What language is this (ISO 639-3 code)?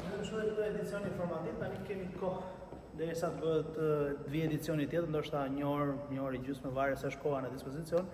sqi